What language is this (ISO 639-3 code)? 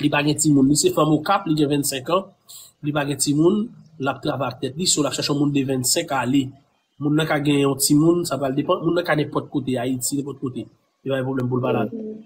hat